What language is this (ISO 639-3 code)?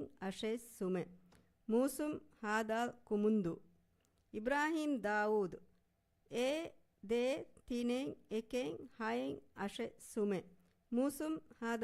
div